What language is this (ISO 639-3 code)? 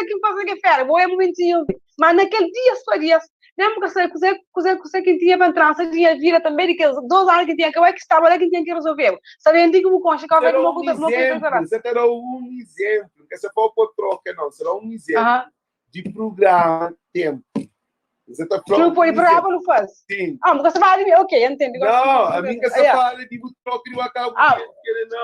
kea